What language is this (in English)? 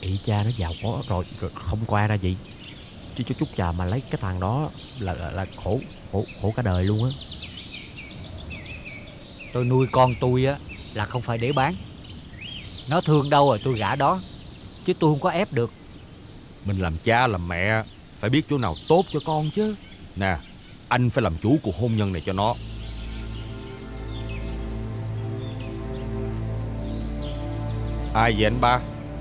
Vietnamese